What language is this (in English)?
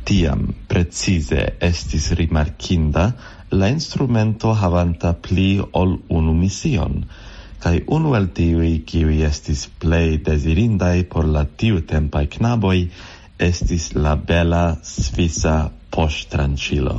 Esperanto